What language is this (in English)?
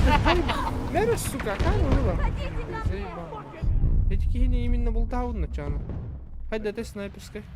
Yakut